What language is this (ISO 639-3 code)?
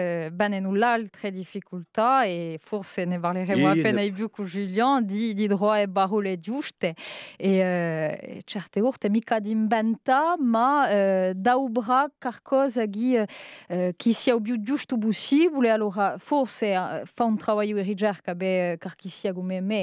cos